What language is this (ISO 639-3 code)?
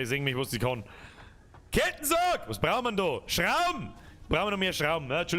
bar